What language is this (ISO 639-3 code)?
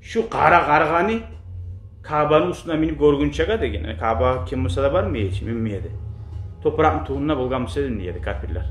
kum